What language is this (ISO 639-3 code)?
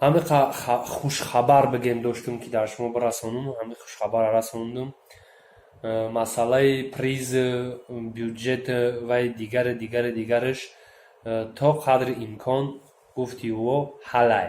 tgk